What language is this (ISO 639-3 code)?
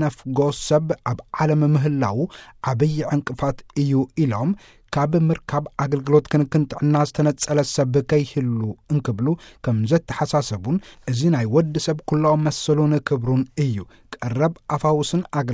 tir